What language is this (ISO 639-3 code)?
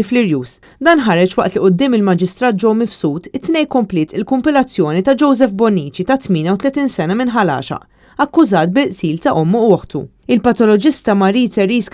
mlt